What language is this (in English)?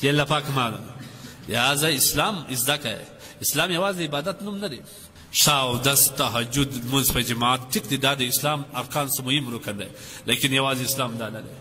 Pashto